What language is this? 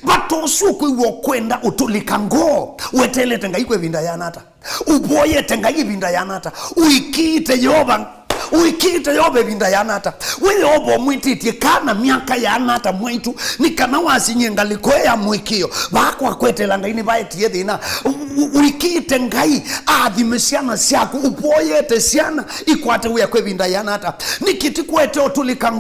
Kamba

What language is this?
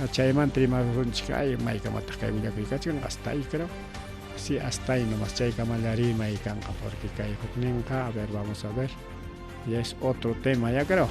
Ayacucho Quechua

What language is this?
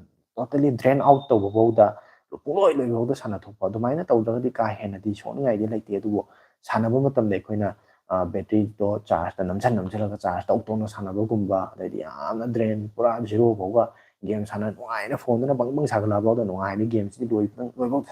Manipuri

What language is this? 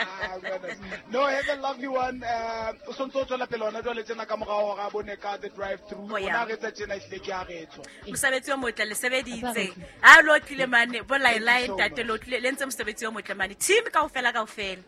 Southern Sotho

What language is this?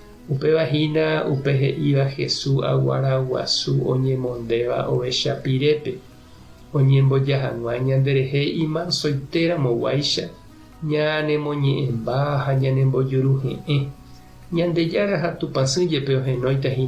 Guarani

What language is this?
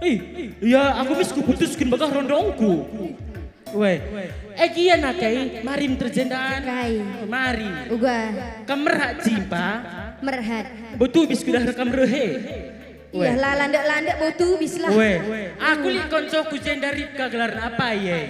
Batak Karo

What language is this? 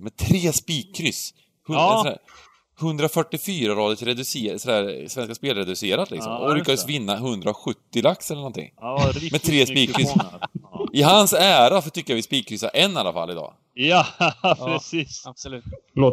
Swedish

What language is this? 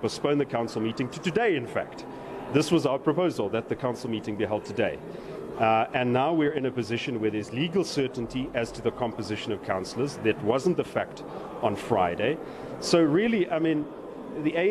English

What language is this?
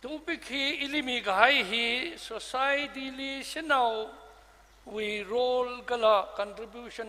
Tangkhul Naga (India)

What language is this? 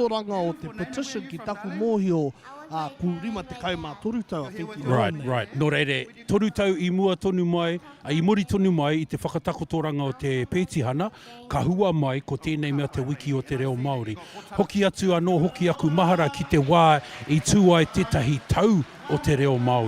Māori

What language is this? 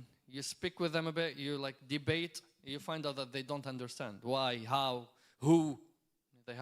English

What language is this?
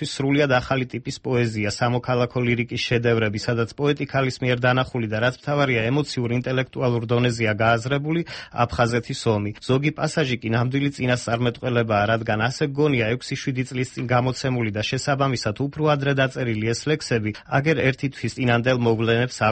Georgian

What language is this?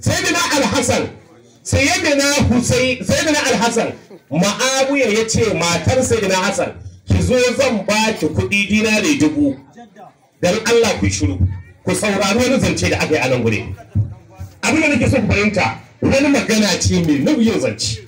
Hausa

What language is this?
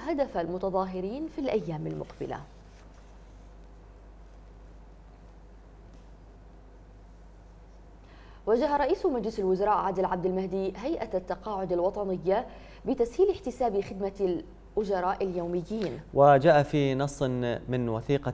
Arabic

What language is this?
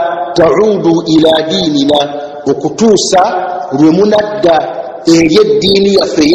Ganda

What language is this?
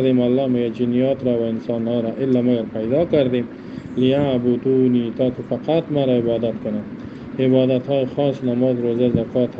Tajik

